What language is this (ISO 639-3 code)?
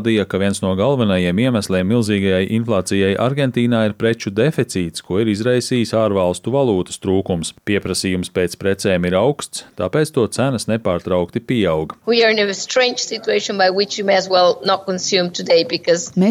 lav